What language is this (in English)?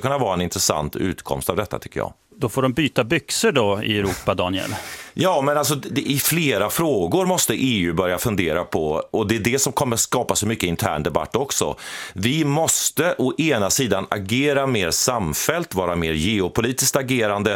Swedish